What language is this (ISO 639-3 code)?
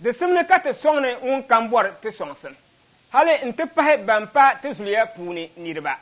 dag